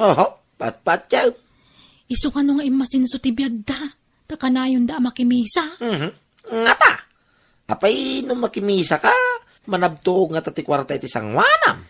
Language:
Iloko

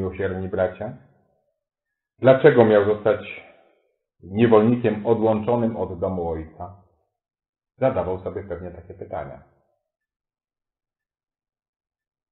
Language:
Polish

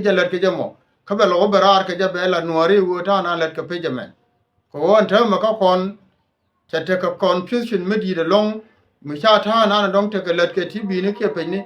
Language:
Nuer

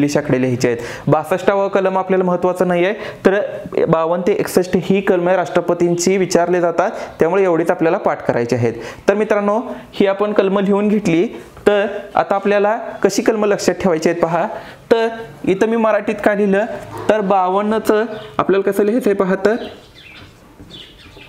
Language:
Marathi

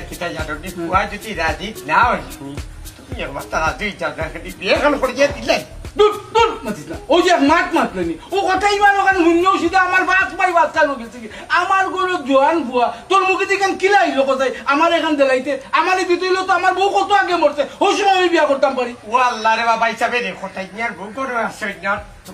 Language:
Sylheti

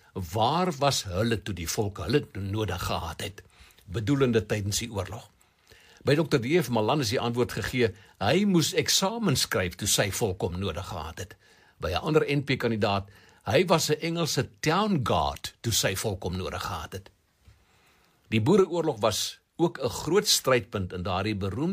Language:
Afrikaans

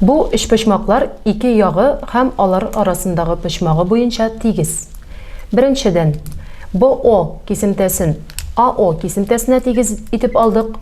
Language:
Tatar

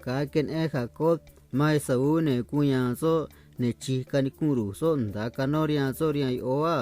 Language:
Copala Triqui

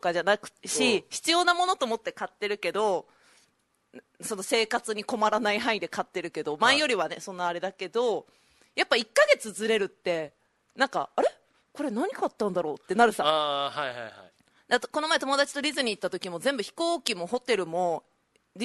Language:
Japanese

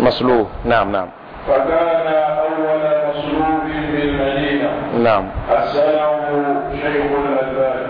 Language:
Mossi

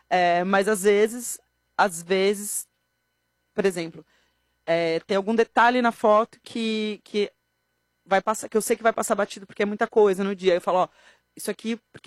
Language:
Portuguese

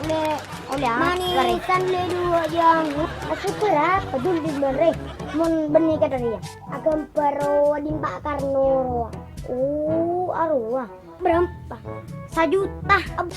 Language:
Madurese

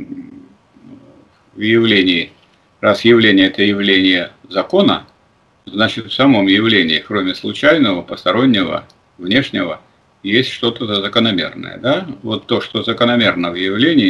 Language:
Russian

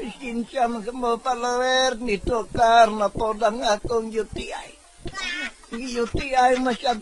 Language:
Cebuano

